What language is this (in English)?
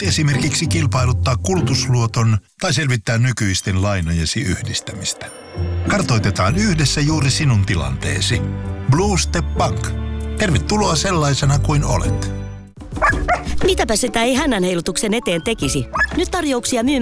Finnish